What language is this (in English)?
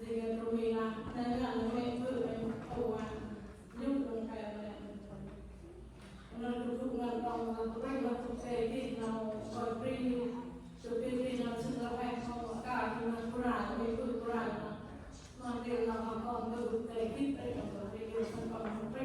Central Mnong